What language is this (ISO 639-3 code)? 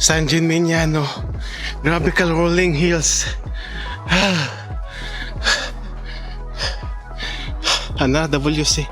ceb